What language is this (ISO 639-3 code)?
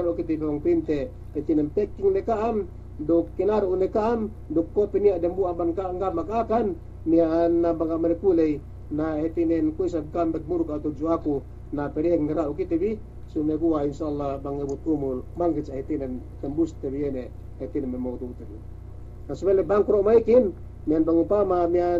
yka